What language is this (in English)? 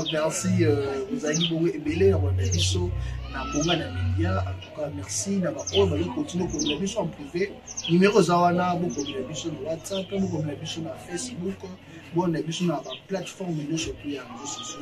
Lingala